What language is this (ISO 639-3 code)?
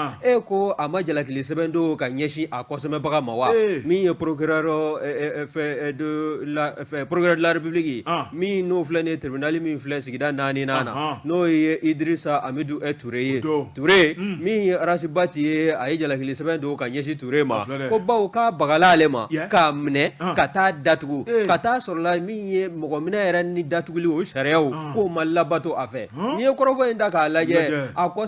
bam